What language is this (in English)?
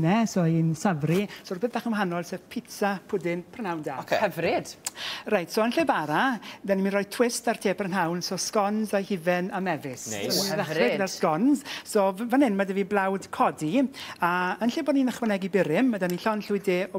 Welsh